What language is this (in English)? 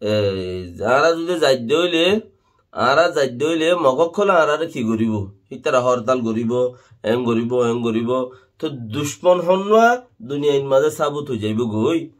Rohingya